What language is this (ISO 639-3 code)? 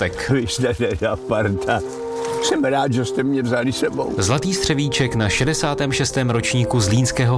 ces